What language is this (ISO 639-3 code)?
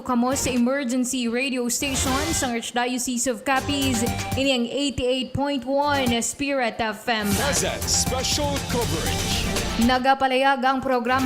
hil